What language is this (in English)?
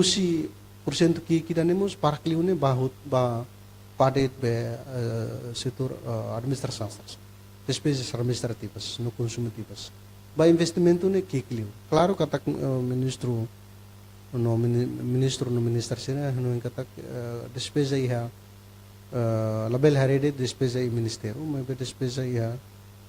Tetum